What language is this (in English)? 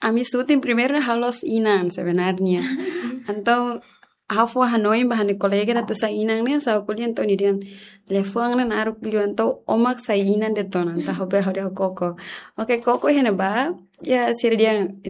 Tetum